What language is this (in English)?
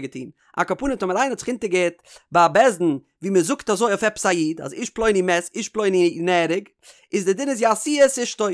Yiddish